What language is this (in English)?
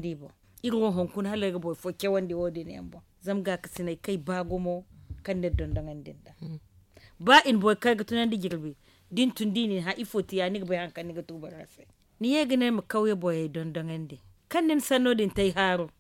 Zarma